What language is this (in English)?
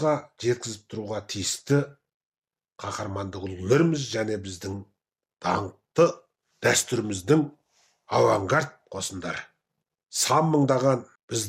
Kazakh